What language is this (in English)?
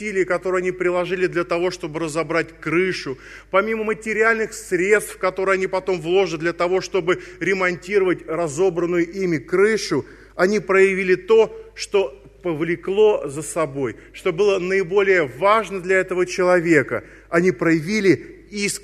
Russian